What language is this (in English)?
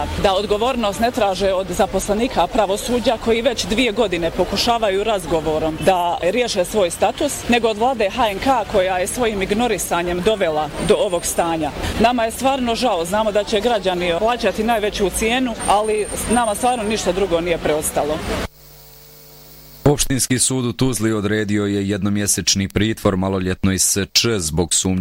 Bosnian